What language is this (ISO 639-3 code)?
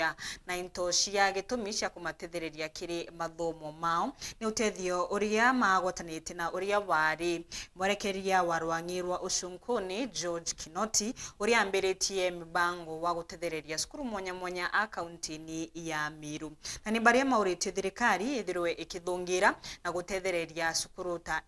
mer